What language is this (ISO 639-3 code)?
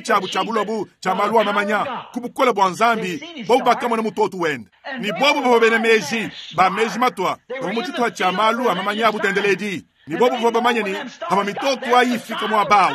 lua